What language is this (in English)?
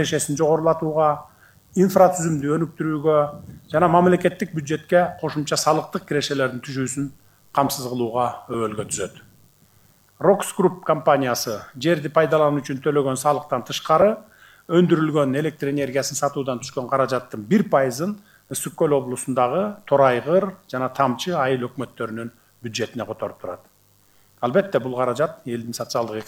Kyrgyz